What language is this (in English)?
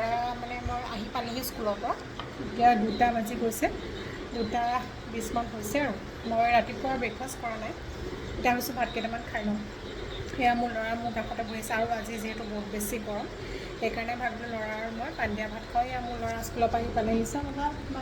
Assamese